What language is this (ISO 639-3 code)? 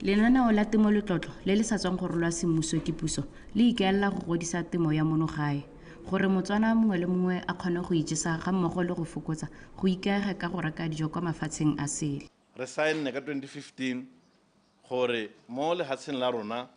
tsn